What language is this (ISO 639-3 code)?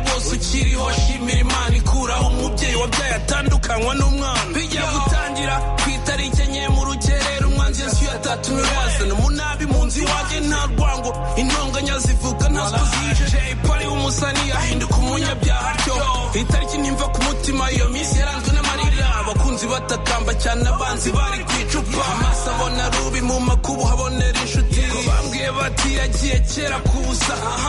kin